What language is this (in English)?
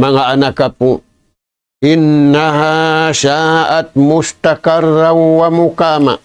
Tausug